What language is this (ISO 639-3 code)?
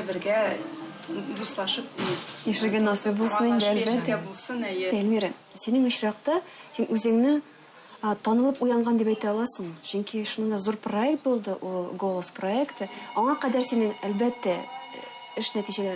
tat